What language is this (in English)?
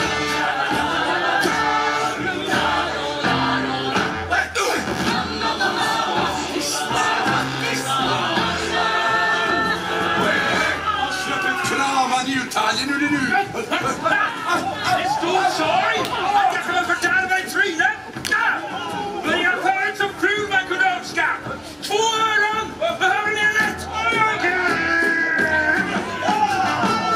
Swedish